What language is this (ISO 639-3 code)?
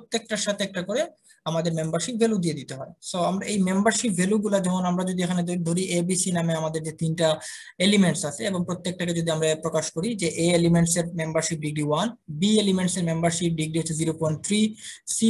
ben